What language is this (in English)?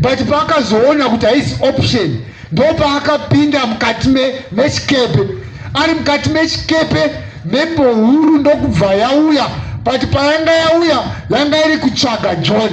Shona